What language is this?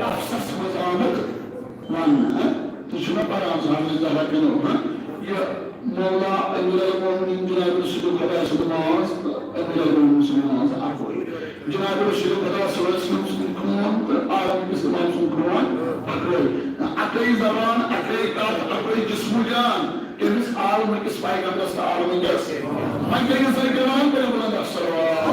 Kashmiri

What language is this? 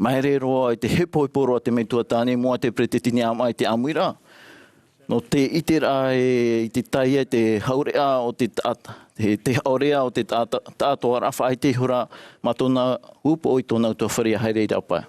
Tahitian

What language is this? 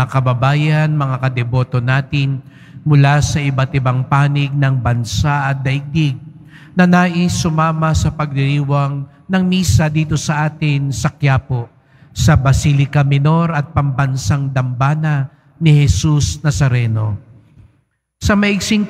Filipino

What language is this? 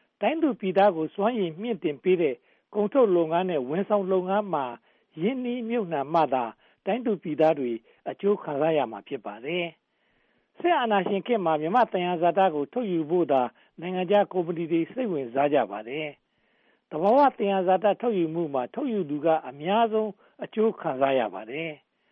Burmese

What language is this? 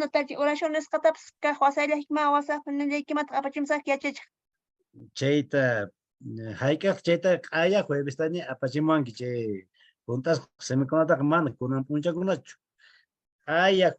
Quechua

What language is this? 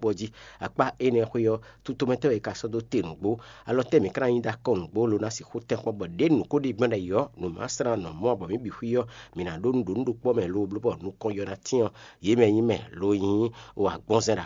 Fon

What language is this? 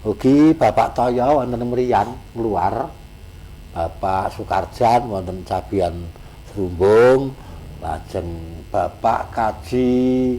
Javanese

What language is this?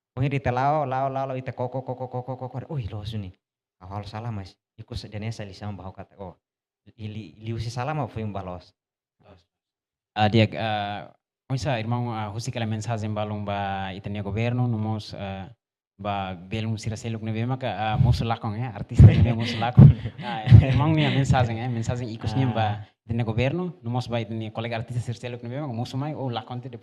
Tetum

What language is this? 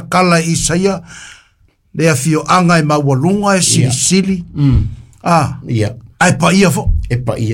Samoan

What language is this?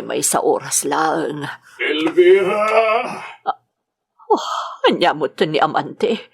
Iloko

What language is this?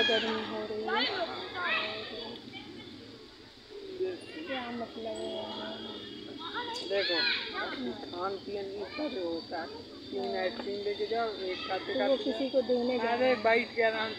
Hindi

